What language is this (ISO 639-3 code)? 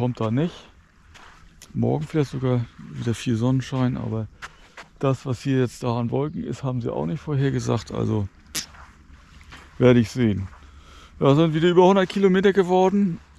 deu